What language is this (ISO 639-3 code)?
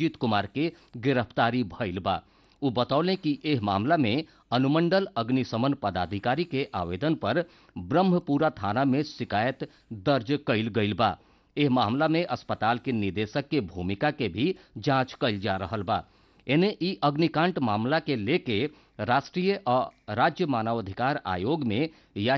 bho